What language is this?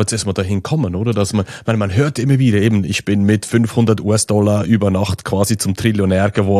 German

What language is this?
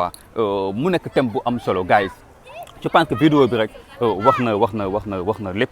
Wolof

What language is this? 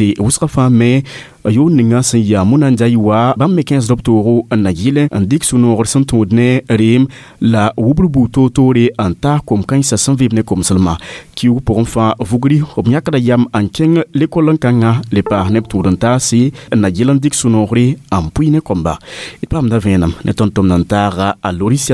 Mossi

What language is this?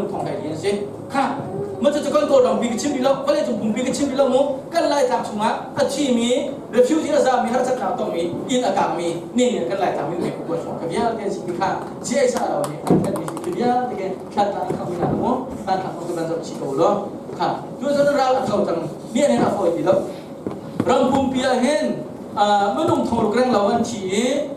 Hakha Chin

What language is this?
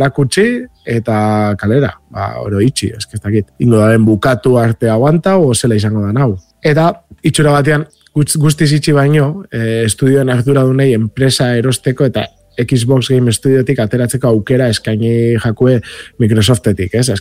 Basque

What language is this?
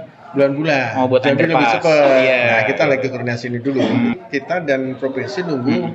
Indonesian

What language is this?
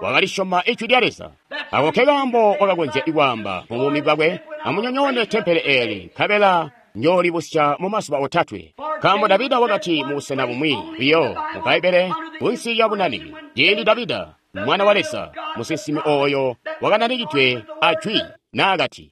Tonga (Zambia)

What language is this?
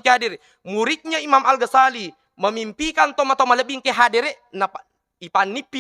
Buginese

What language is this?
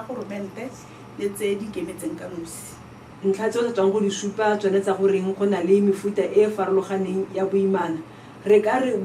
Tswana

